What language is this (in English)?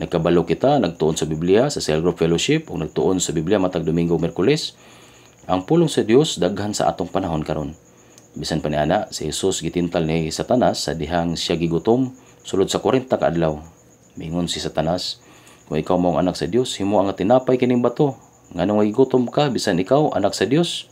Cebuano